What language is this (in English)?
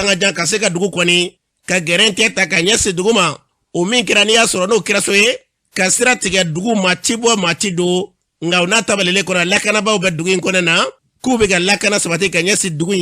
Bambara